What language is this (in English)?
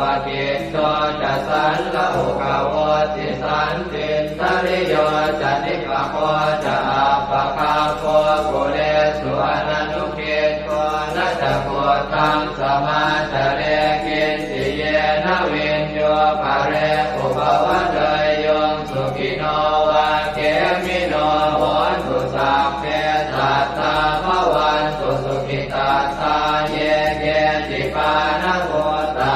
Pali